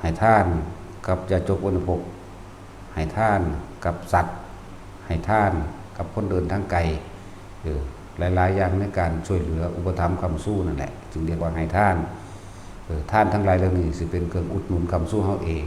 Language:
Northeastern Thai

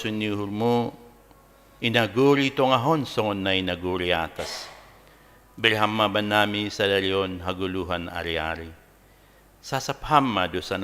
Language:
Batak Simalungun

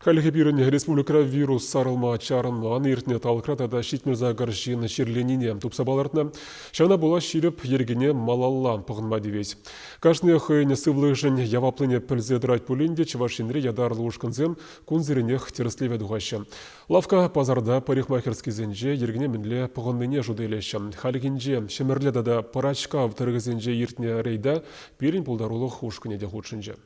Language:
Chuvash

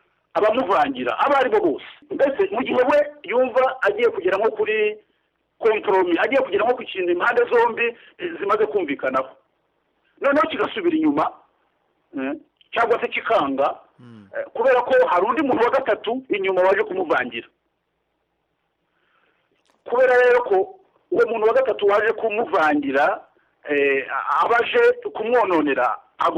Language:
Kinyarwanda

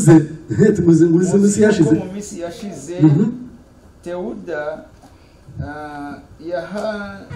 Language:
Kinyarwanda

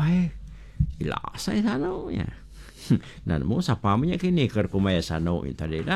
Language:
Iban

